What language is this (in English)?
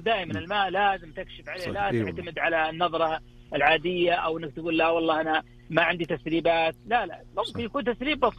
Najdi Arabic